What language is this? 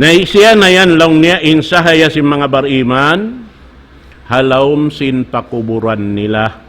Tausug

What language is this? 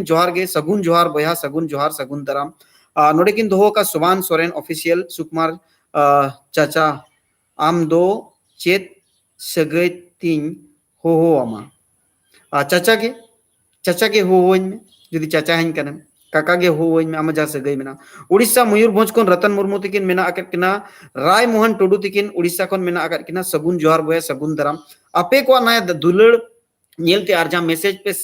Santali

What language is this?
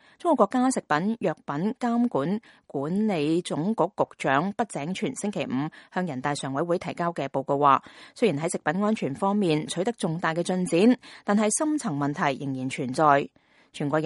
Cantonese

